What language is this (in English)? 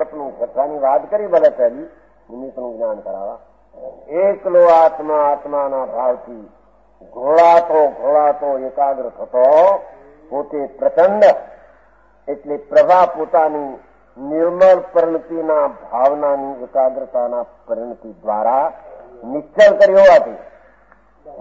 Gujarati